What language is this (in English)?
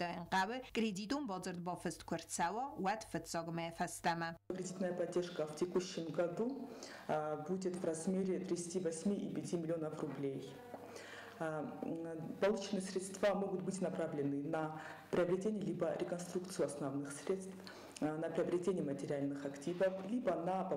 Ossetic